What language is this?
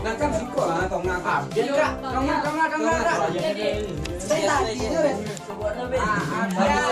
Minangkabau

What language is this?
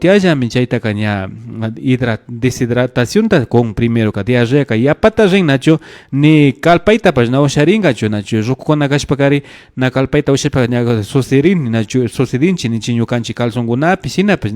Imbabura Highland Quichua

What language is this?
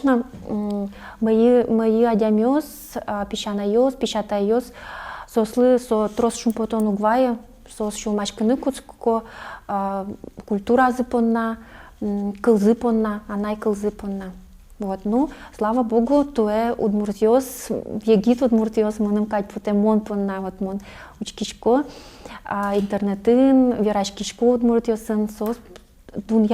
Udmurt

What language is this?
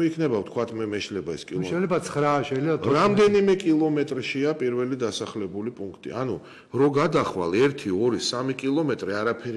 Georgian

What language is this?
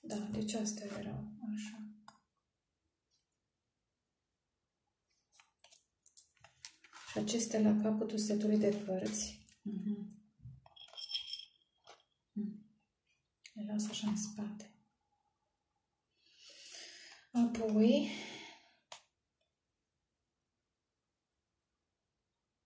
Romanian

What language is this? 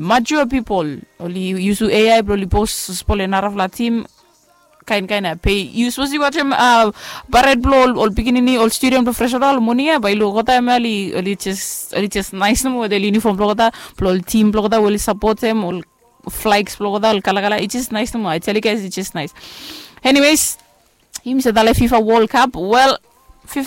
Bislama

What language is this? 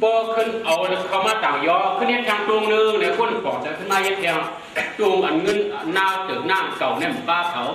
Shan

